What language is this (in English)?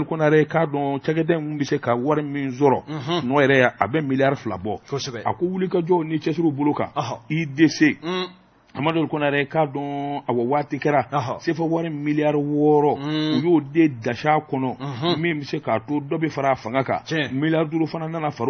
Bambara